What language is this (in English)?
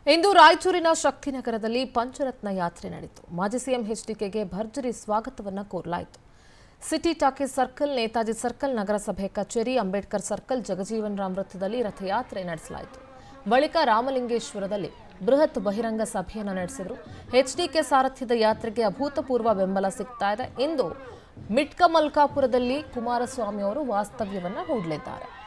Kannada